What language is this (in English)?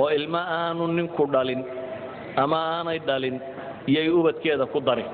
Somali